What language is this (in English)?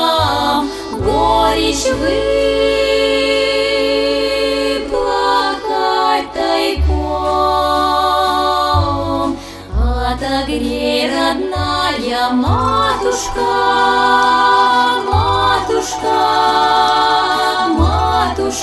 Russian